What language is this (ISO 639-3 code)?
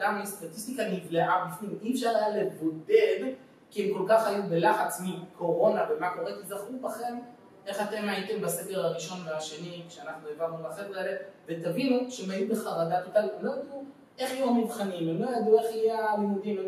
heb